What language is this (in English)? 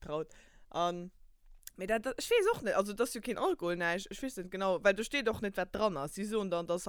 Luxembourgish